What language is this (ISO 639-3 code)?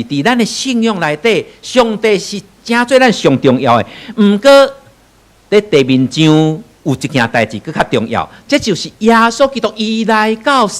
nan